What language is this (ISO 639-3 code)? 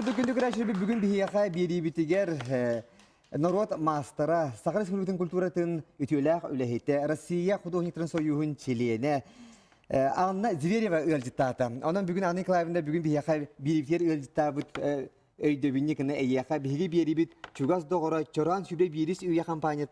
sah